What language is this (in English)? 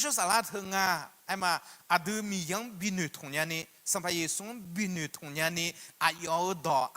Akha